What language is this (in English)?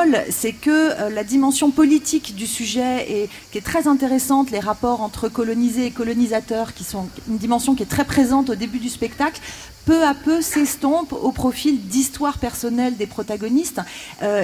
French